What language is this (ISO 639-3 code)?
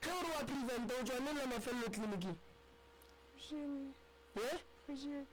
nso